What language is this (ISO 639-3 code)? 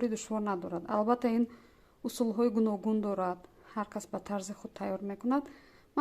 tgk